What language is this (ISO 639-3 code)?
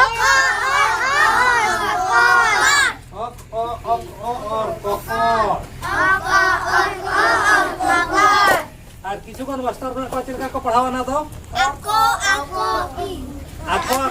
sat